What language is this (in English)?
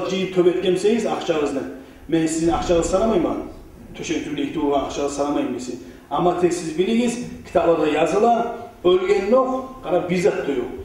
Kumyk